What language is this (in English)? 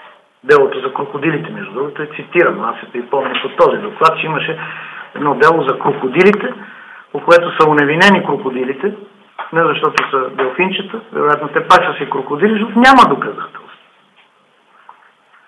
Bulgarian